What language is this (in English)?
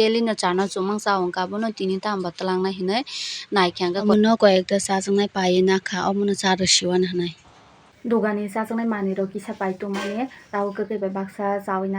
Kok Borok